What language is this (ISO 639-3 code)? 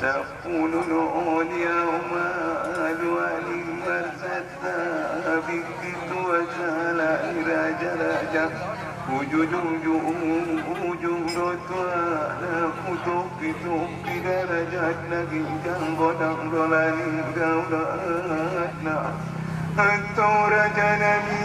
akb